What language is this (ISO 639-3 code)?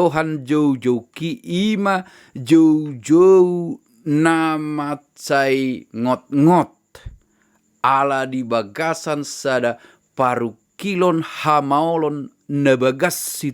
bbc